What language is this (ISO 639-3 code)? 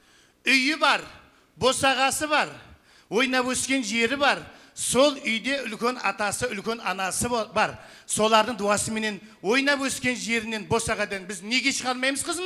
kaa